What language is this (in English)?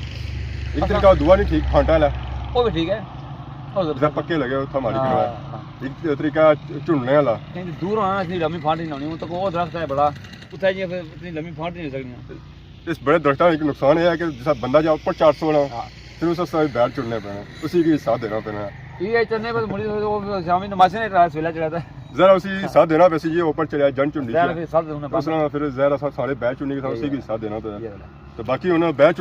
Pahari-Potwari